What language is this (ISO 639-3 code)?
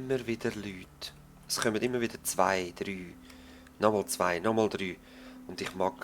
gsw